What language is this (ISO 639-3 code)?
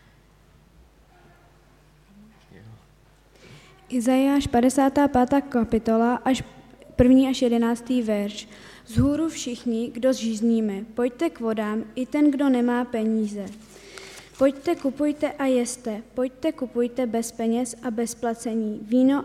ces